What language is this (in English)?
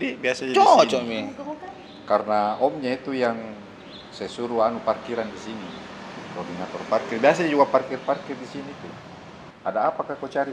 Makassar Malay